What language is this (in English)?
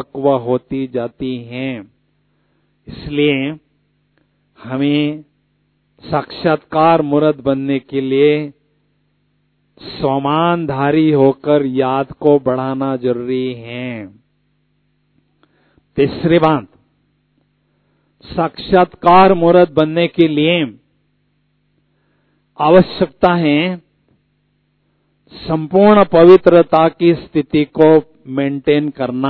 Hindi